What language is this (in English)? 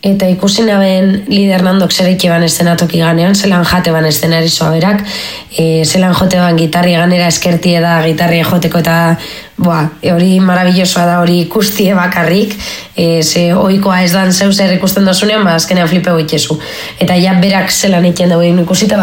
Basque